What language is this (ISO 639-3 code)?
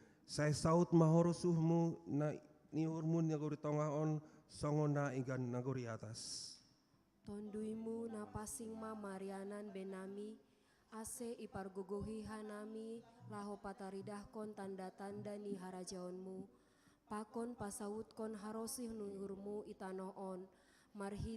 bts